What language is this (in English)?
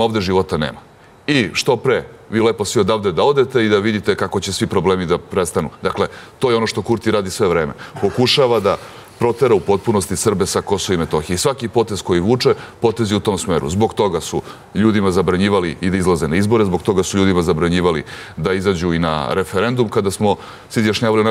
Serbian